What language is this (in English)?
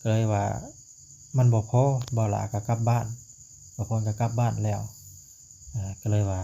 Lao